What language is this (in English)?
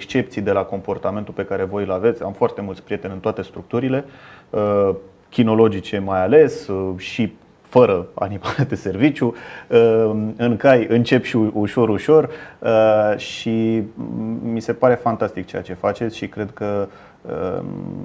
Romanian